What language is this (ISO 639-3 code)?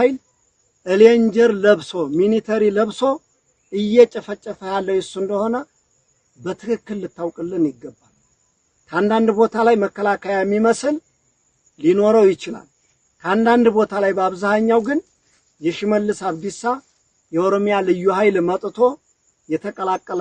amh